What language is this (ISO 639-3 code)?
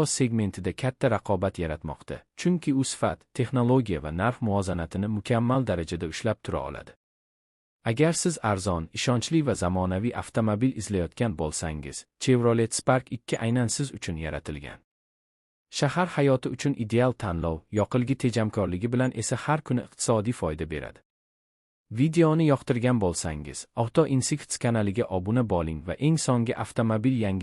uzb